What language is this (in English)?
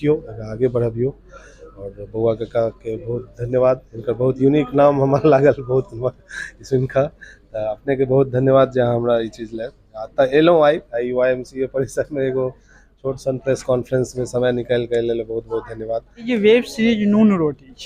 Maithili